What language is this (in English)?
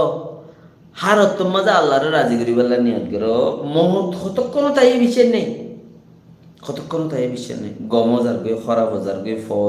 Rohingya